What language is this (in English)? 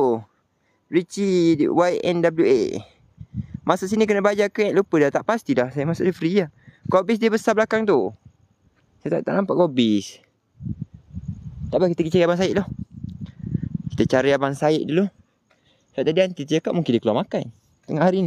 Malay